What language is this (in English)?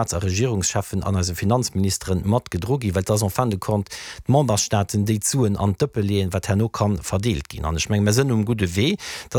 Luxembourgish